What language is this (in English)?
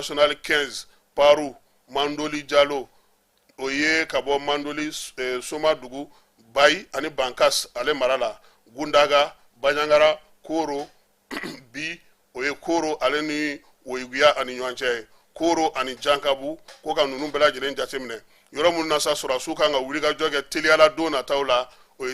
Bambara